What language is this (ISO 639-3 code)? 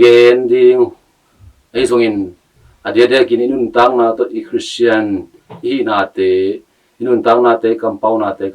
ctd